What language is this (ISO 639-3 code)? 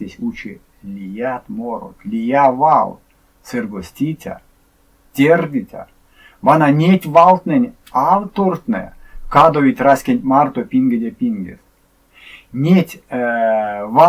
myv